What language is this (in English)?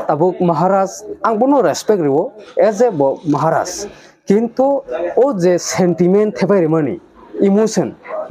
Kok Borok